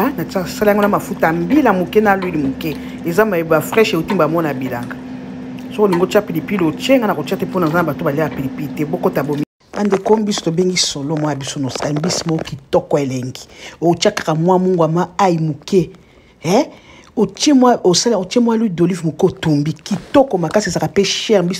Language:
Lingala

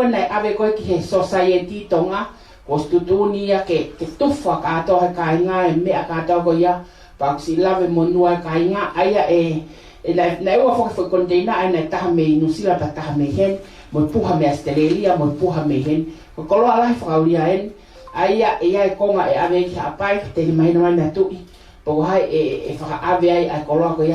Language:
Tongan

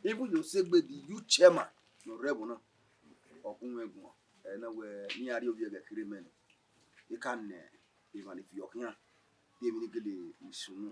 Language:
Bini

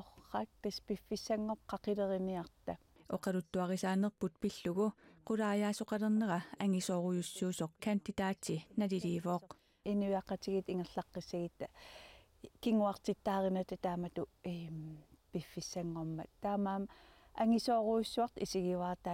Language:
Kalaallisut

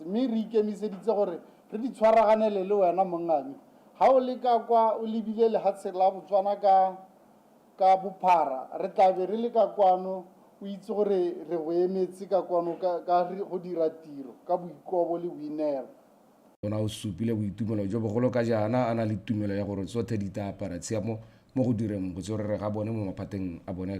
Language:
Tswana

